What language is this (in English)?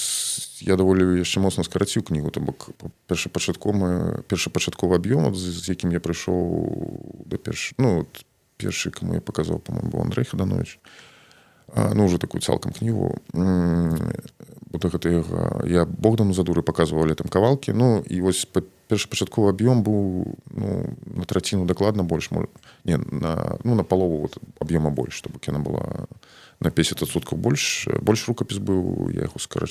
Belarusian